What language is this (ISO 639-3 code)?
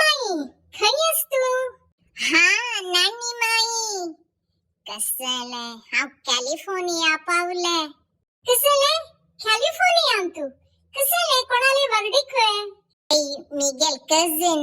kok